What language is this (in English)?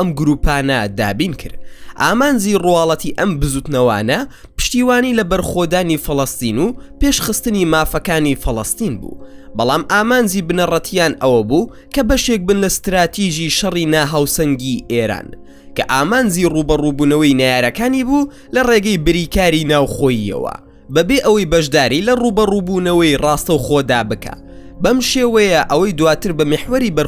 Central Kurdish